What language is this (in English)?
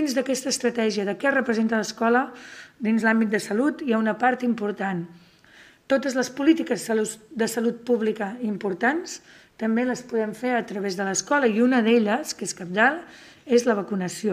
Catalan